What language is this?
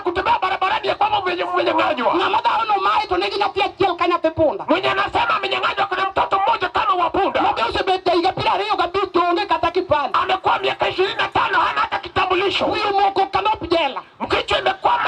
Luo (Kenya and Tanzania)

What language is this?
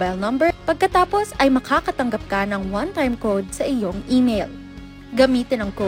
Filipino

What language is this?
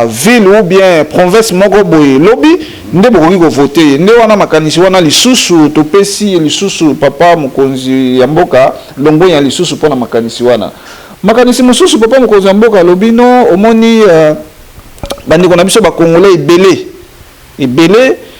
Lingala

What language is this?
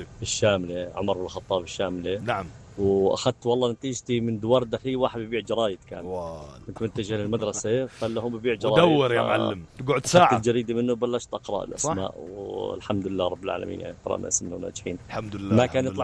North Levantine Arabic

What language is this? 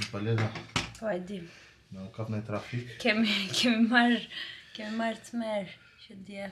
Albanian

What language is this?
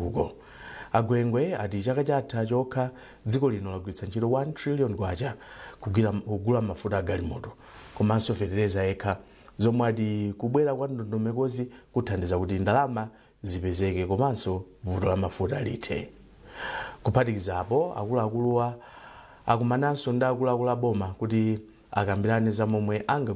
Nyanja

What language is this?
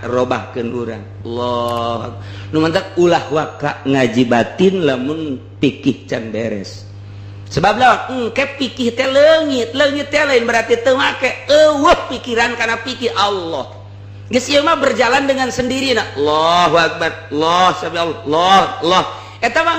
Sundanese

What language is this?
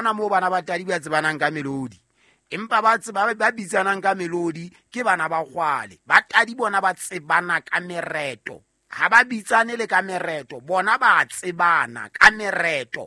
Southern Sotho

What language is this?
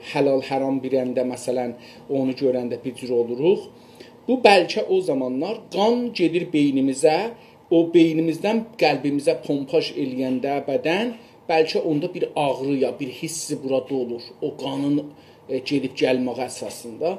South Azerbaijani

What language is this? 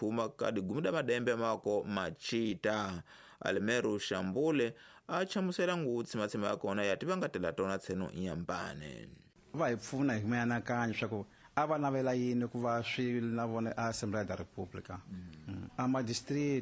Tsonga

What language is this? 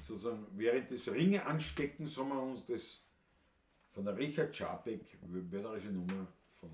Bavarian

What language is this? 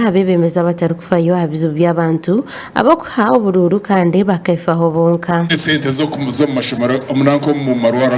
Nyankole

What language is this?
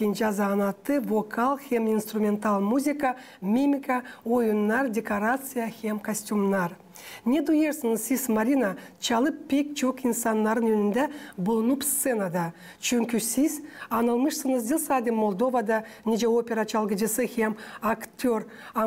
Gagauz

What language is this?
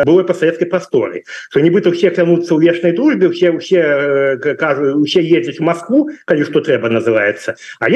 Belarusian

